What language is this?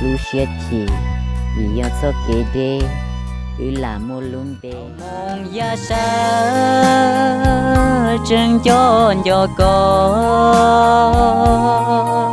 Hmong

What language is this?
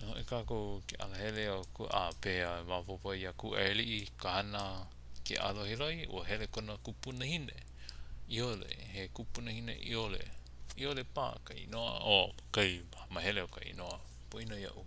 Hawaiian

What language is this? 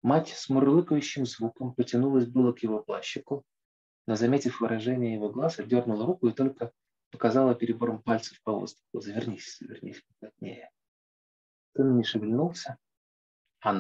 Russian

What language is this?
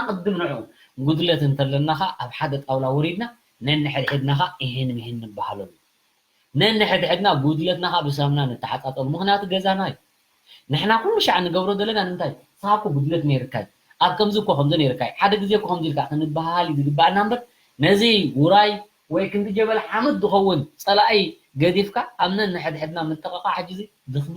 Tigrinya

